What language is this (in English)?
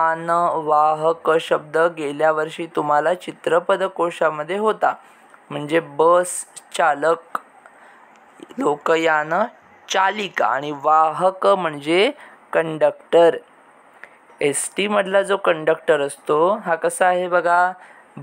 Marathi